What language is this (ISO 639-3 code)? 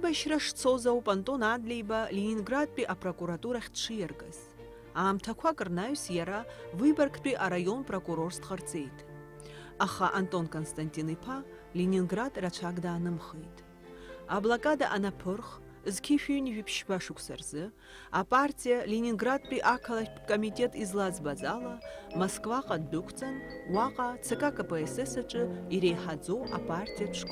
abk